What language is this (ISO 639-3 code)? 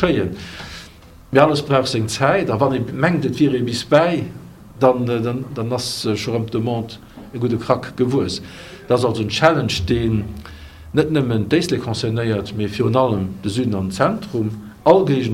ltz